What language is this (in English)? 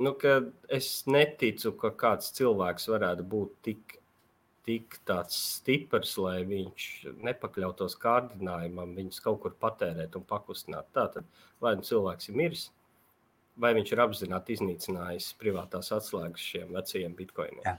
Latvian